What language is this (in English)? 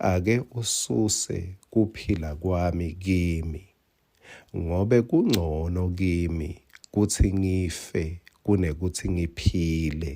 Swati